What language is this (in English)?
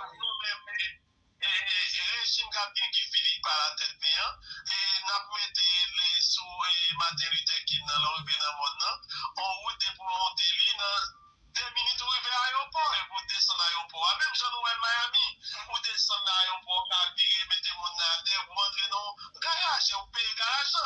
Haitian Creole